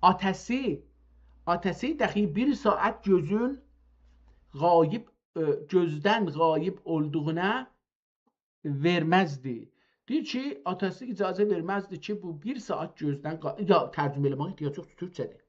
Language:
South Azerbaijani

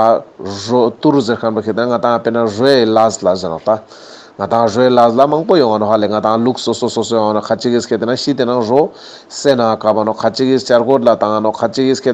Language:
Ladakhi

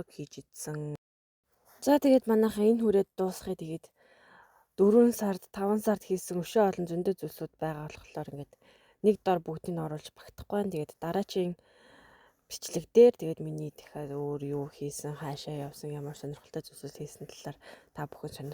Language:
Mongolian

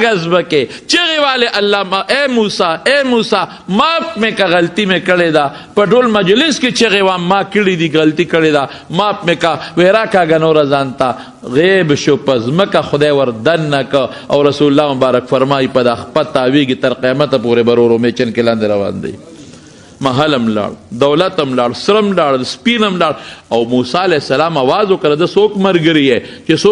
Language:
Pashto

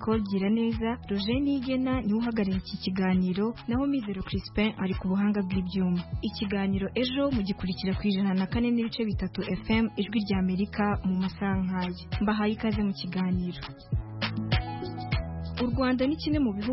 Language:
Kinyarwanda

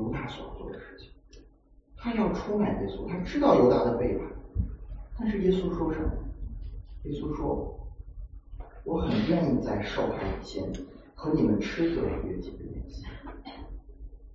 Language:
Chinese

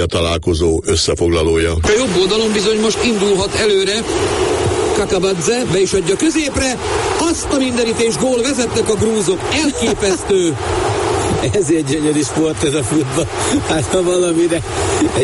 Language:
Hungarian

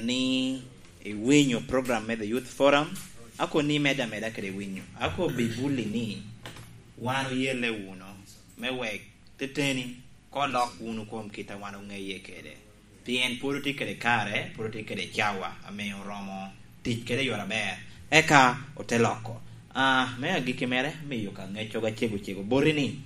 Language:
Lango (Uganda)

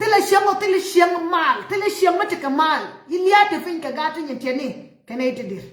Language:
Nuer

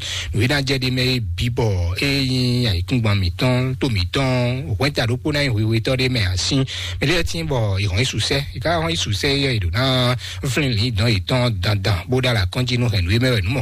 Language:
Fon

